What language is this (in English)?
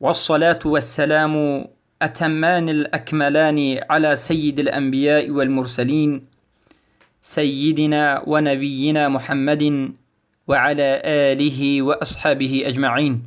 Persian